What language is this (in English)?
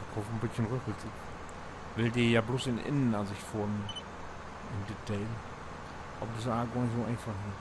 Low German